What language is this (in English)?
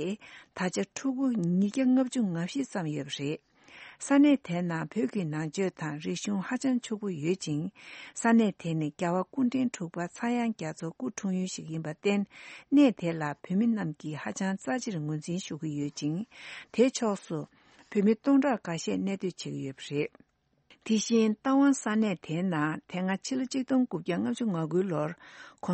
Tibetan